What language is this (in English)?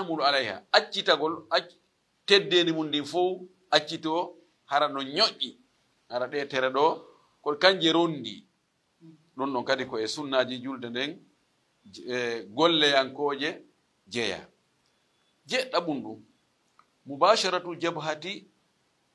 Fula